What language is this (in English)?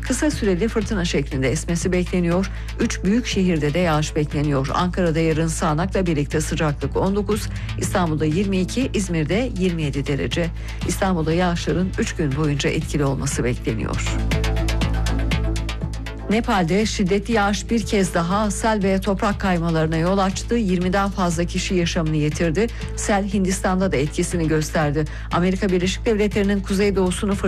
Turkish